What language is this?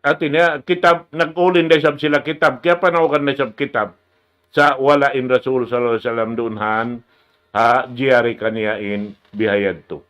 Tausug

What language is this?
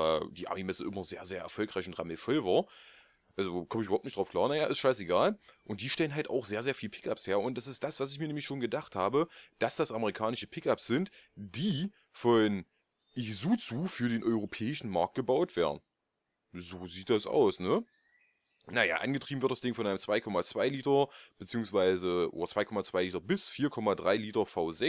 German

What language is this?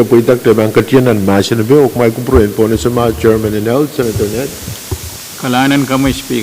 Pohnpeian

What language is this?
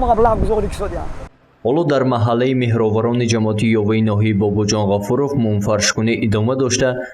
Tajik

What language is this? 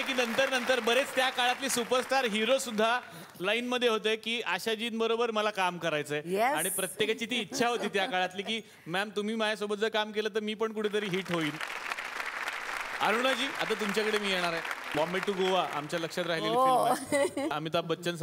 Marathi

